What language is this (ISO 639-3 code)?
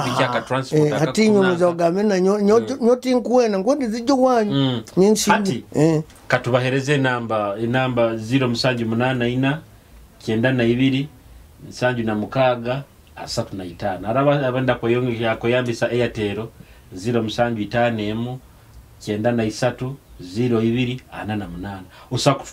nyo